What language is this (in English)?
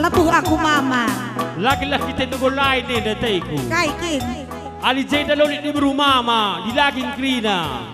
Batak Karo